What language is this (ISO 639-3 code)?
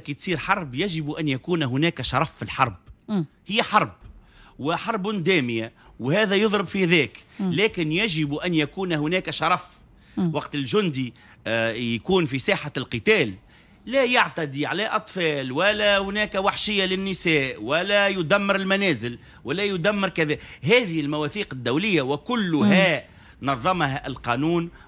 aeb